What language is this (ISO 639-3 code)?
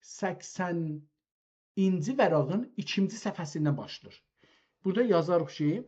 azb